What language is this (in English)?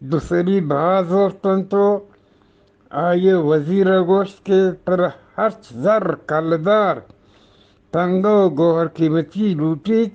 Eastern Balochi